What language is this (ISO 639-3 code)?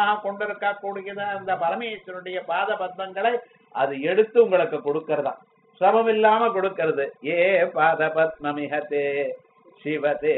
tam